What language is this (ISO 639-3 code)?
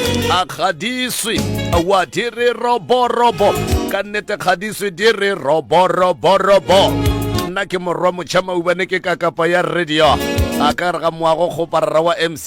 nso